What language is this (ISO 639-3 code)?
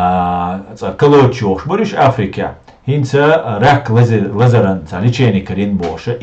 che